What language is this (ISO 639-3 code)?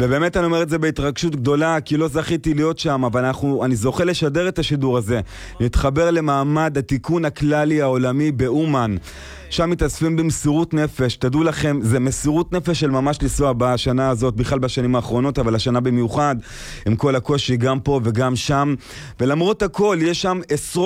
heb